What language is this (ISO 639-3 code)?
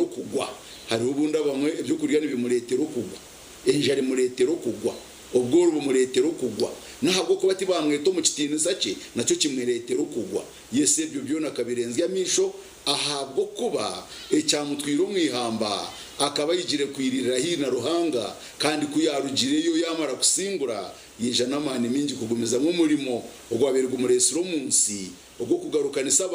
nyn